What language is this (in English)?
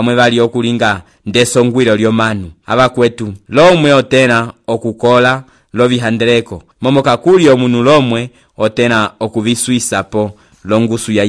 Umbundu